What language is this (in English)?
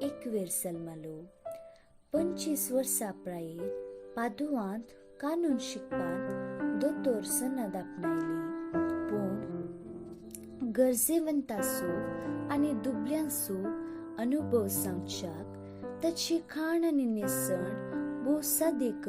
Konkani